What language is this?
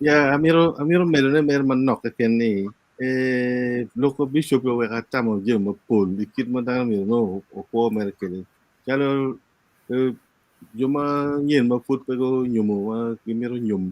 Acoli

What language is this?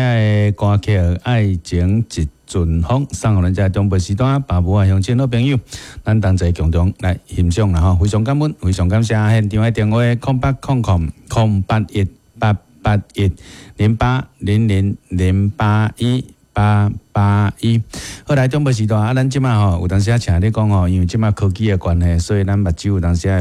Min Nan Chinese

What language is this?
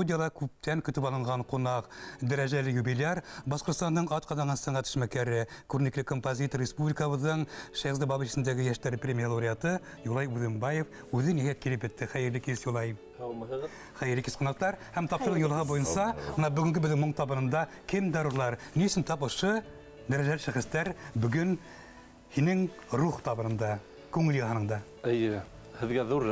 Bashkir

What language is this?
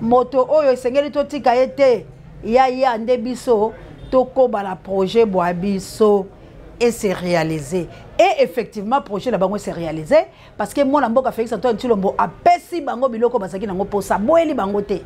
Lingala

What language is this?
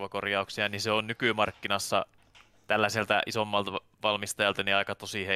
Finnish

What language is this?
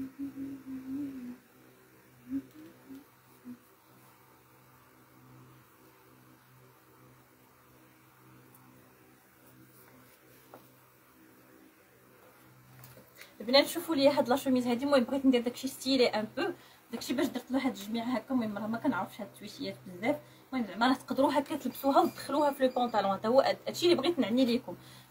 Moroccan Arabic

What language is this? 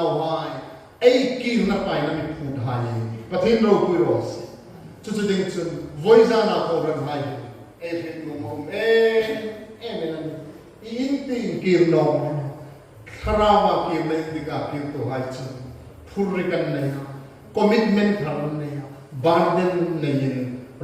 Hmar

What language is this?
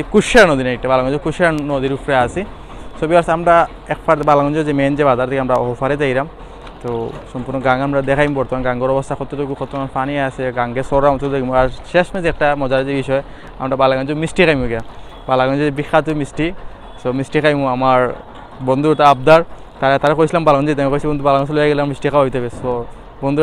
Sylheti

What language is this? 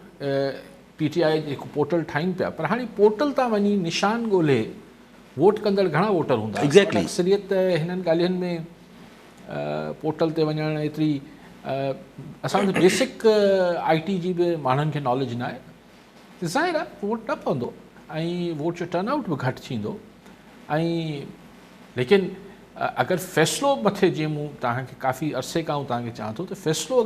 Sindhi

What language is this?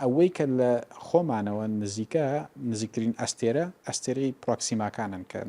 Central Kurdish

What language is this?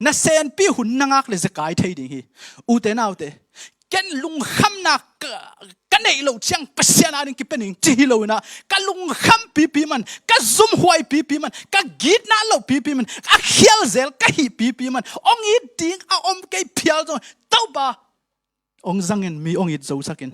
Tedim Chin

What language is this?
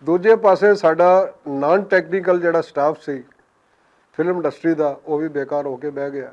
Western Panjabi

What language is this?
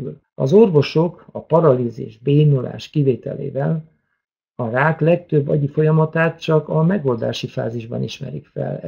Hungarian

